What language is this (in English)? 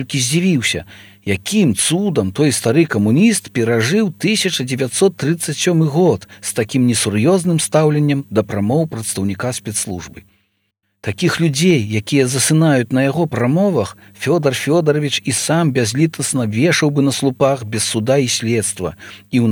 Belarusian